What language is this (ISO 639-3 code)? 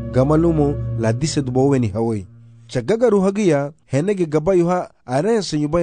cab